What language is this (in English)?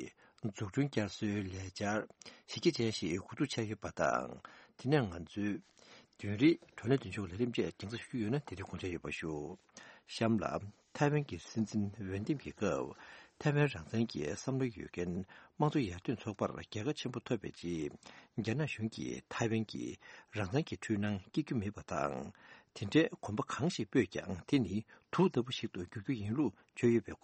Tibetan